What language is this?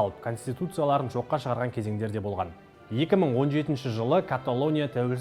Kazakh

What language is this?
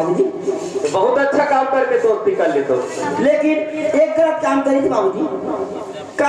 Chhattisgarhi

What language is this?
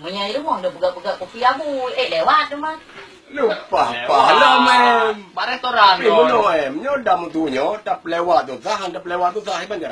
Achinese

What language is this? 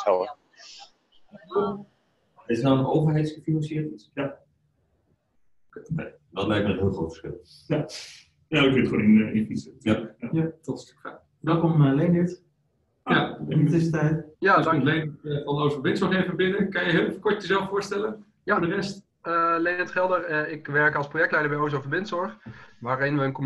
Dutch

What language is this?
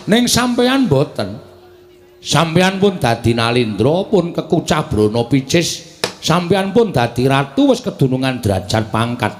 Javanese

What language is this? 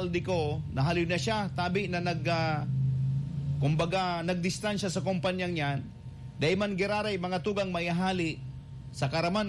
Bikol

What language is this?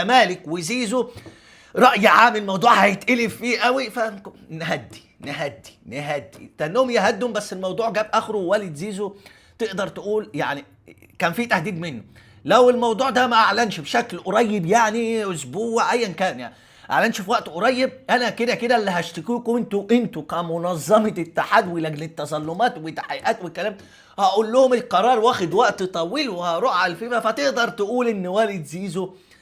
Egyptian Arabic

